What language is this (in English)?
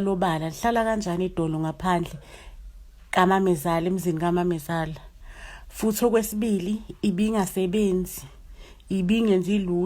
Zulu